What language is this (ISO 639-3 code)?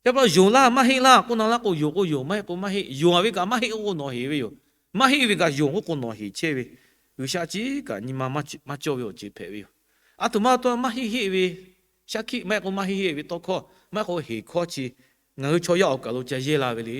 lhu